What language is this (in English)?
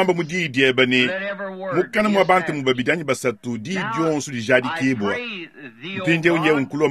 Luba-Lulua